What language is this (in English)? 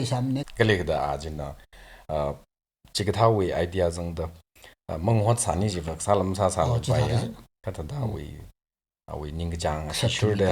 Tangkhul Naga (India)